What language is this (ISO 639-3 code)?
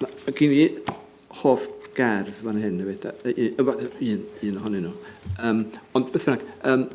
cym